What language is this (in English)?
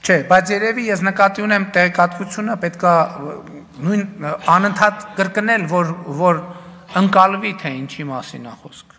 Armenian